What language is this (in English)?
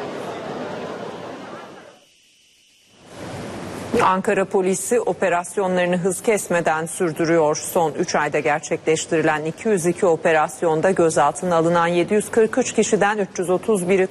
Turkish